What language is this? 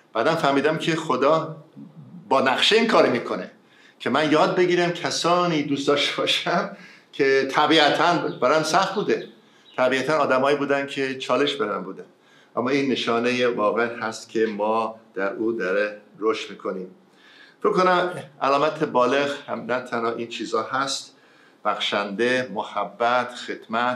Persian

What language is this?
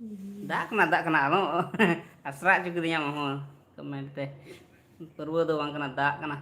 Santali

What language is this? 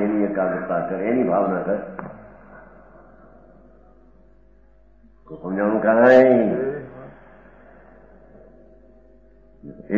Gujarati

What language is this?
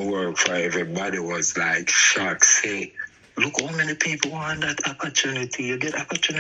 Jamaican Creole English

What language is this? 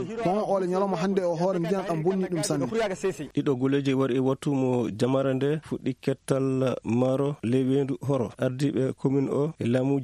Maasina Fulfulde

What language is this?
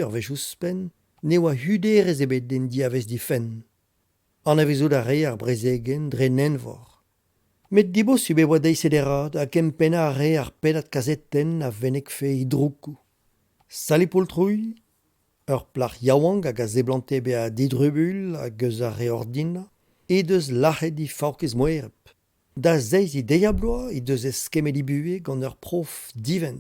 Breton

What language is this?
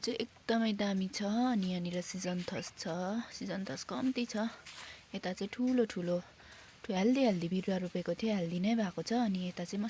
Nepali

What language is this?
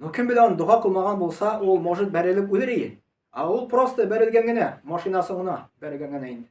Tatar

